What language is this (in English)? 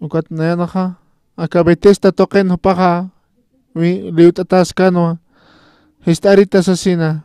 Aymara